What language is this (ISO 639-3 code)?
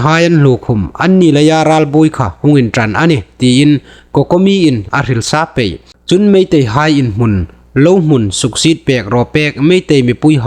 hmr